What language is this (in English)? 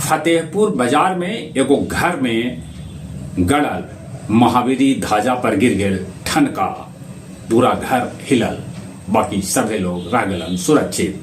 Magahi